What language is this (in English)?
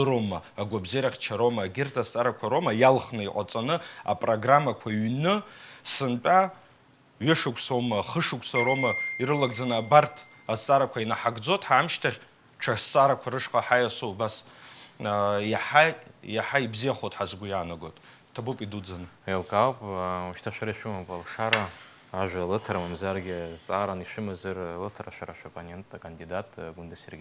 Abkhazian